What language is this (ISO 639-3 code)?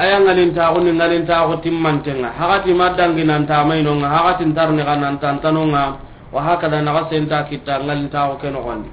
snk